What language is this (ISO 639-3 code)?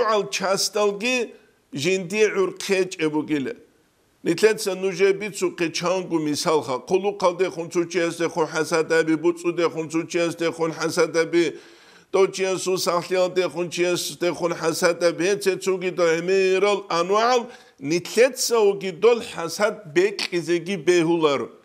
ava